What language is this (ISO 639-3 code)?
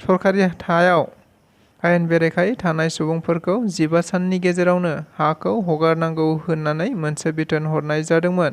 brx